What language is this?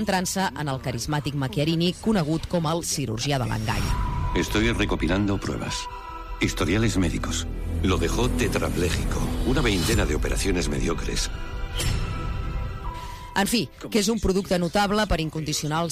Catalan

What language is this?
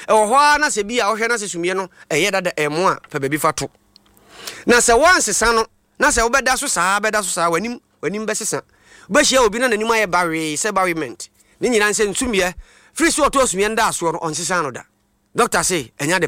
Akan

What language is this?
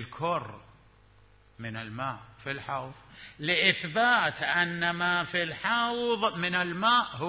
Mesopotamian Arabic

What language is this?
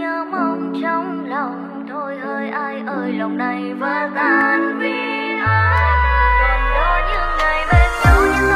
Vietnamese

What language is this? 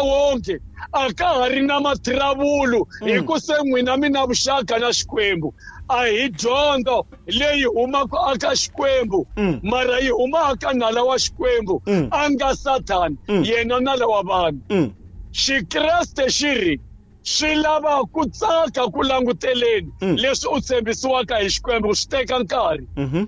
Tsonga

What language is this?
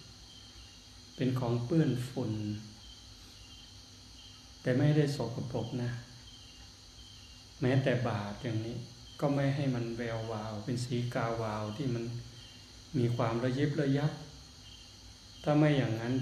Thai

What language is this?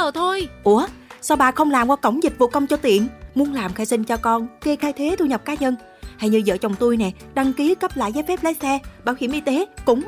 Vietnamese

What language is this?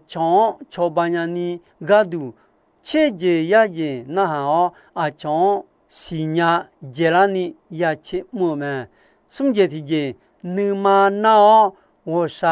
Akha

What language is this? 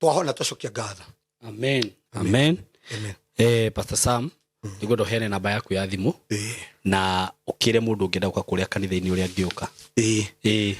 Kikuyu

